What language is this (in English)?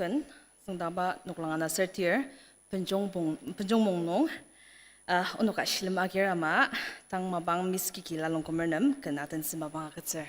Ao Naga